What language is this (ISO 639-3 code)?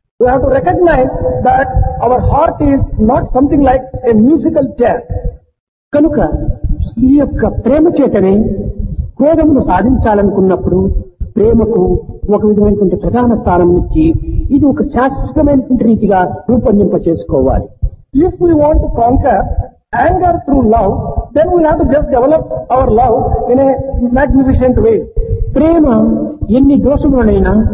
tel